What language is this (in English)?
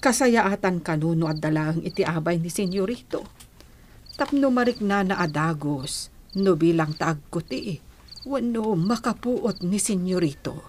Iloko